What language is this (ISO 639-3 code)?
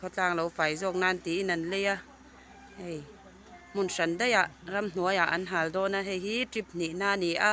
lus